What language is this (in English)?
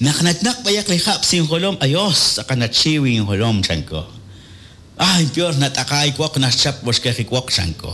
Kekchí